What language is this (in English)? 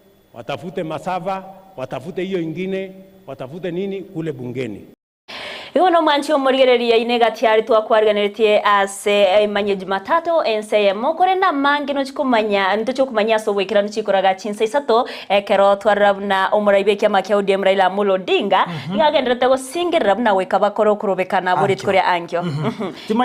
Gusii